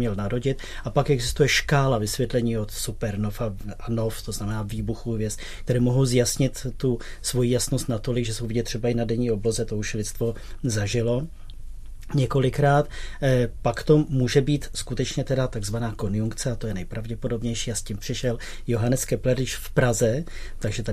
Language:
Czech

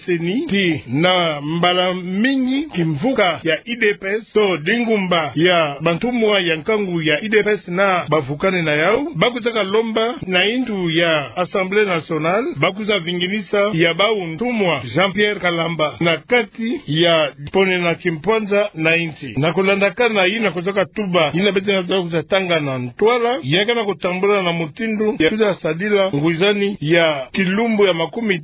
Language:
Kituba (Democratic Republic of Congo)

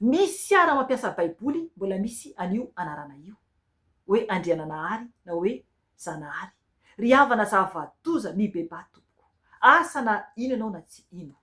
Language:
Malagasy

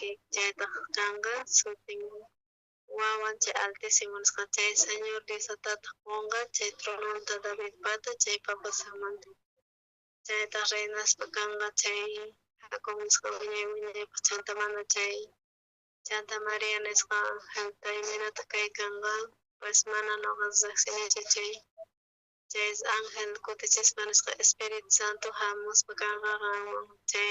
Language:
South Bolivian Quechua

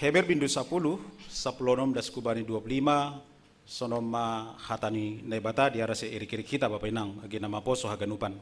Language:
Batak Simalungun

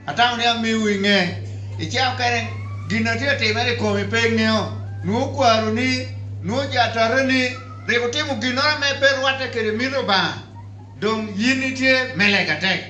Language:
Lango (Uganda)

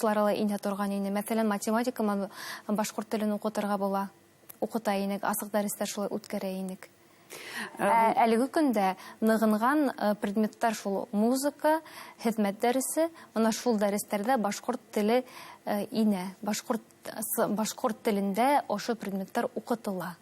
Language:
Bashkir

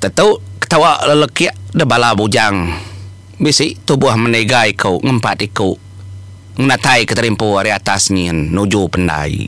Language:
Iban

